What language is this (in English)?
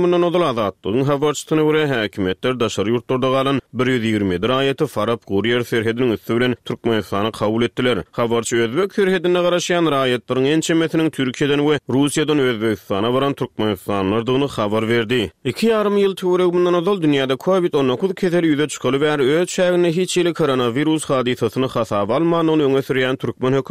Turkmen